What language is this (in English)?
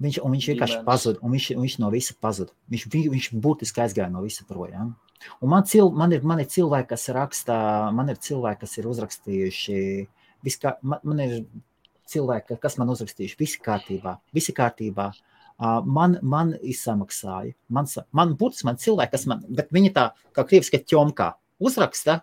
Latvian